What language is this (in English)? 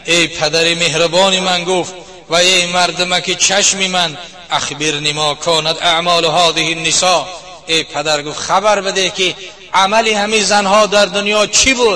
Tajik